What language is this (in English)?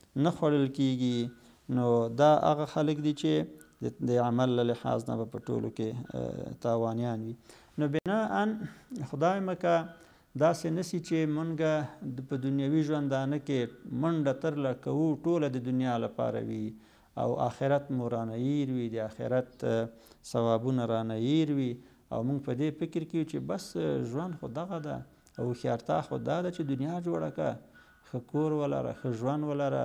Pashto